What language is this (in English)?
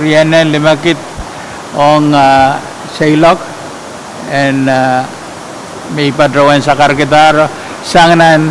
Pohnpeian